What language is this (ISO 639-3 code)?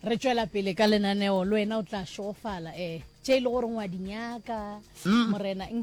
nso